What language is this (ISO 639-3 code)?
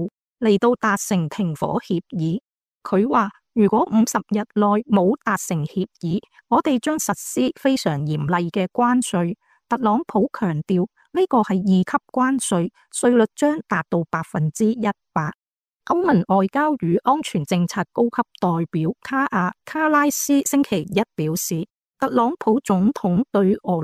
yue